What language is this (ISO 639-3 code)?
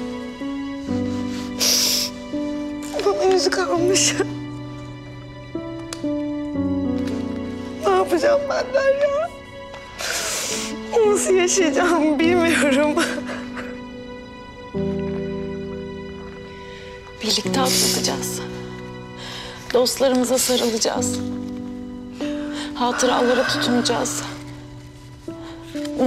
tur